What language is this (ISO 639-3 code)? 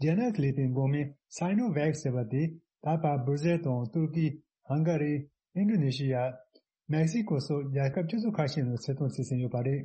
bod